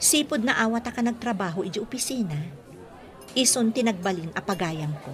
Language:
Iloko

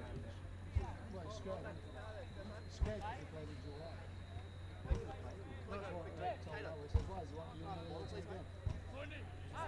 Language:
English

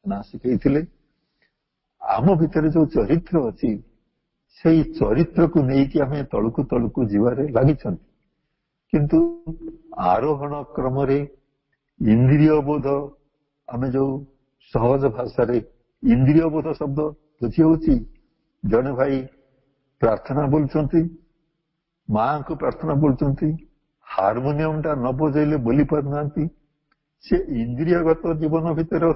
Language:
Odia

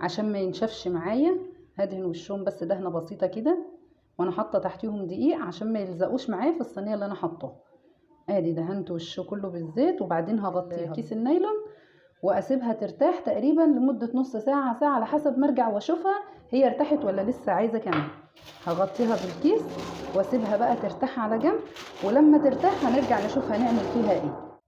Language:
Egyptian Arabic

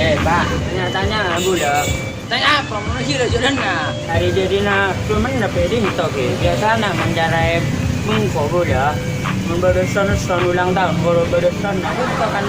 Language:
Madurese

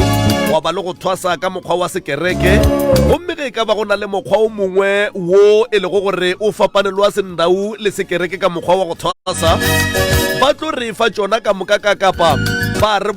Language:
Northern Sotho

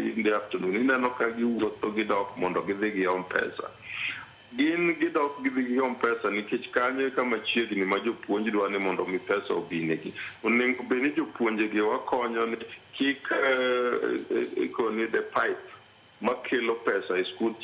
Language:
Luo (Kenya and Tanzania)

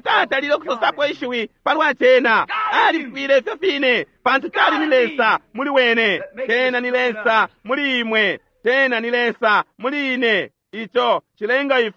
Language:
Bemba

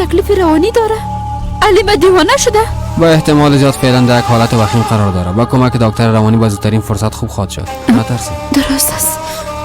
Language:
Persian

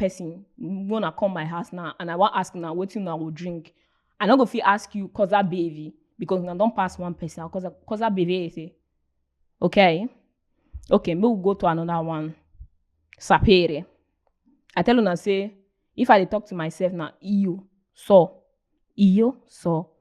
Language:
Nigerian Pidgin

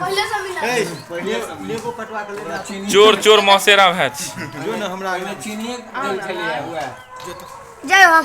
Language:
Maithili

